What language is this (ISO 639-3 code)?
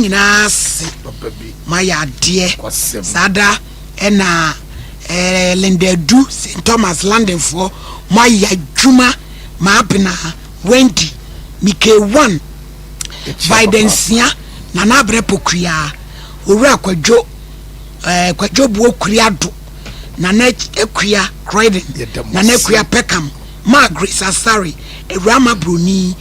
aka